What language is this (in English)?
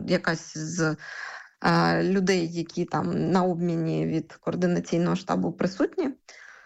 Ukrainian